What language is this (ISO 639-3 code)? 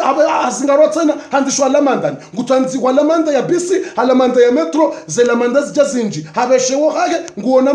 zdj